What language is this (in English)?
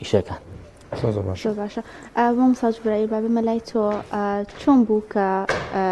Central Kurdish